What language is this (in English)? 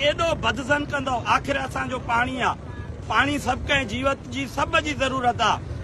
Sindhi